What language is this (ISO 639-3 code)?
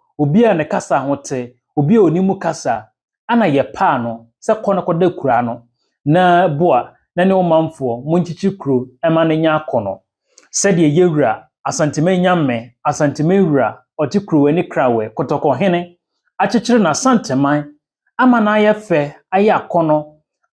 aka